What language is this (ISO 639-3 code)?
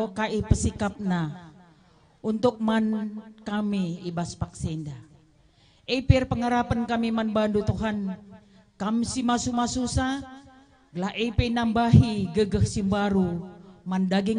btx